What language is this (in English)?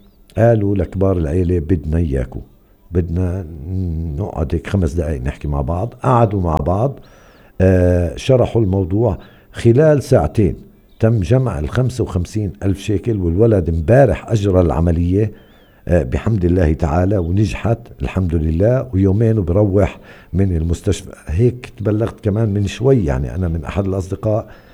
North Levantine Arabic